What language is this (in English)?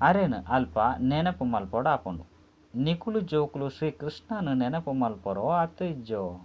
Tulu